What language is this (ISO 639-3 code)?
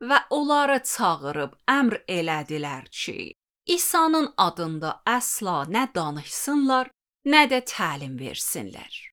aze